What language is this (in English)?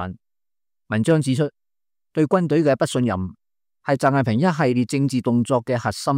Cantonese